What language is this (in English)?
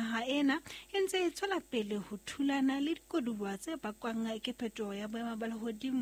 Southern Sotho